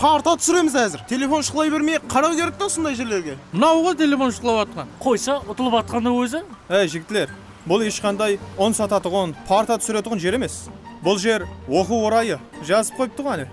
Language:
Kara-Kalpak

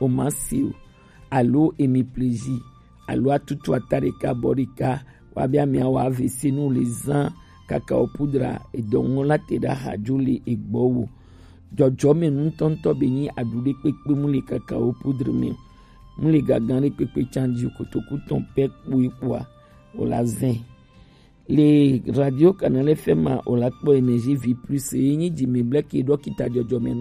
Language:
Gen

